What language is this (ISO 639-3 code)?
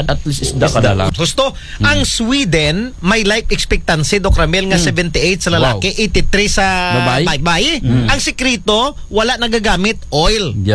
akl